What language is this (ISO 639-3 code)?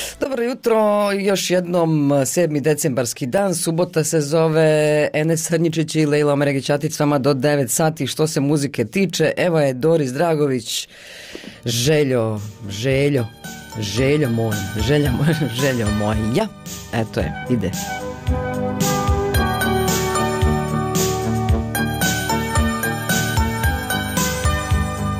bos